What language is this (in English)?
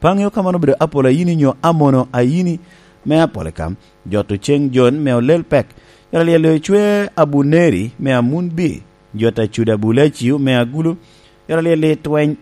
Lango (Uganda)